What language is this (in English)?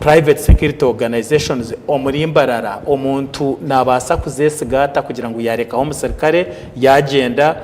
Nyankole